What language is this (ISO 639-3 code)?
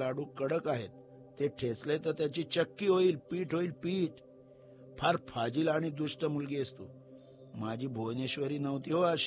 mar